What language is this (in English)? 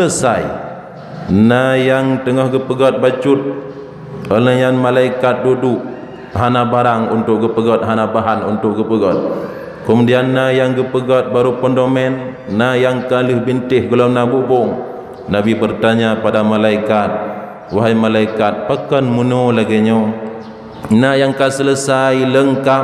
Achinese